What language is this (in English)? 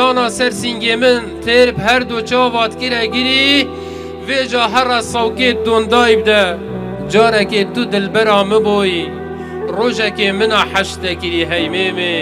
Kurdish